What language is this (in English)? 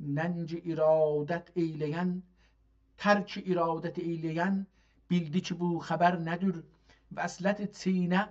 South Azerbaijani